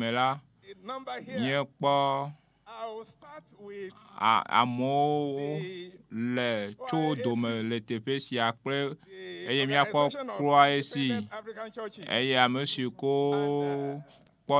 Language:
Ewe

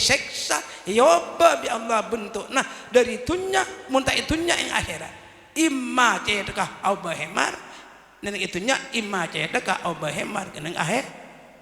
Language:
Madurese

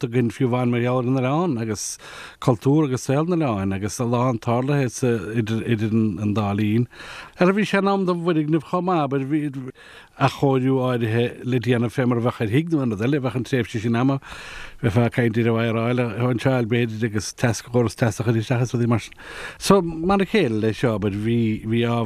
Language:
Irish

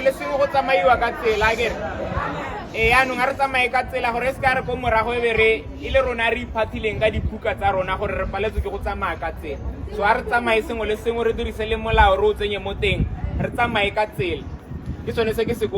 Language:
Tswana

